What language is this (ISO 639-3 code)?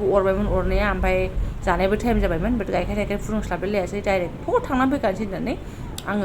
brx